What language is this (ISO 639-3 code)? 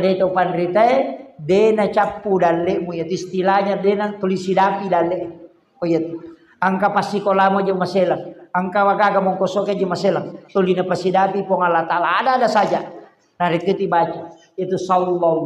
bug